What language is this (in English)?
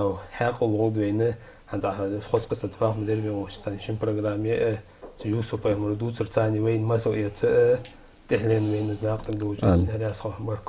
Ingush